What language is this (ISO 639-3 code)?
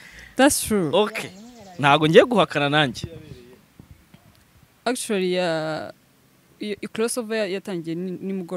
kin